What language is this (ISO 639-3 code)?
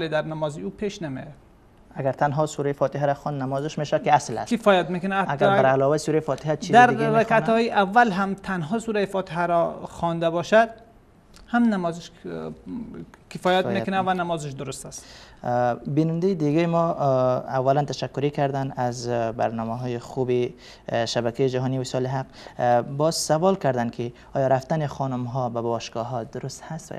fas